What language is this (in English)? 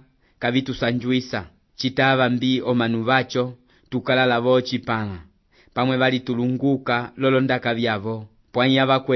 Umbundu